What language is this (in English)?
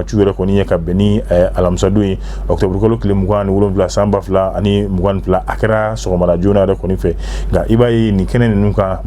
Bambara